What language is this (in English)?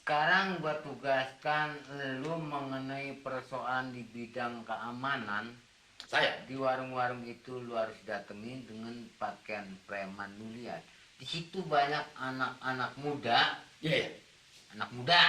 Betawi